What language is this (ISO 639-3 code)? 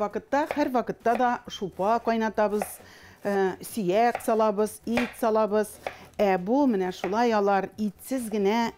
tat